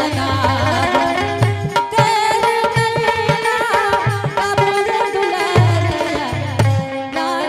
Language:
Angika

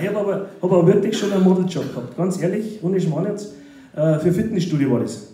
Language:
Bavarian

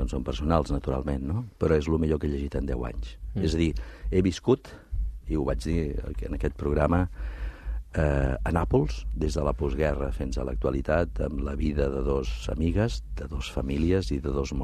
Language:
Catalan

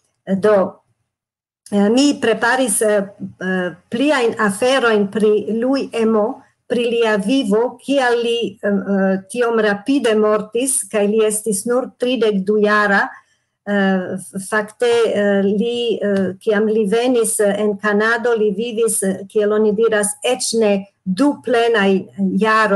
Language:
Esperanto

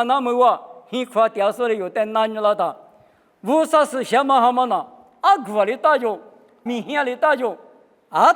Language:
Lisu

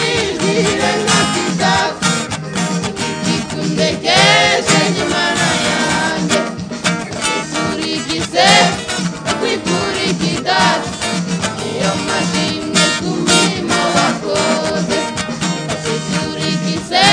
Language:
Kinyarwanda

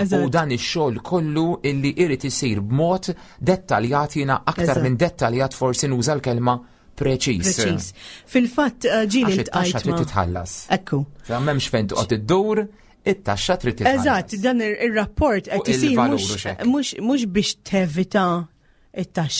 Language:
Maltese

